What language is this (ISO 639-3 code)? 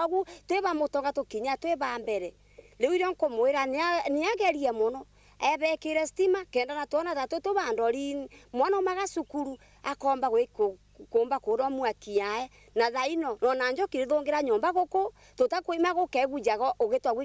mer